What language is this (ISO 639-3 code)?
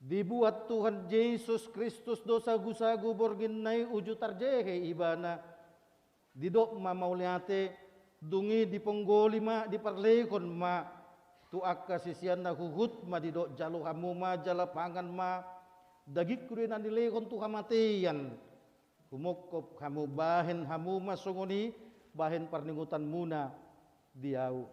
bbc